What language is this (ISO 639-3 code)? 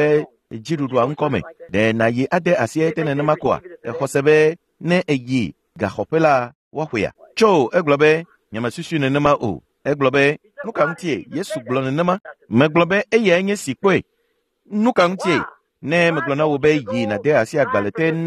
ewe